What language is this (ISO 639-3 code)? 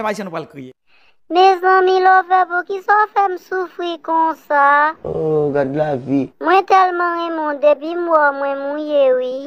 hat